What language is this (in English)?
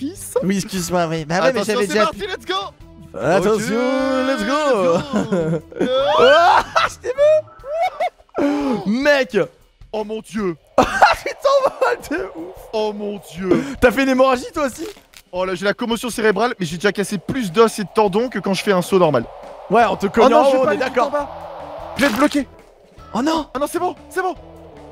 French